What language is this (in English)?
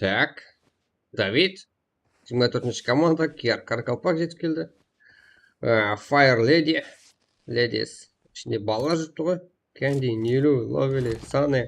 Kara-Kalpak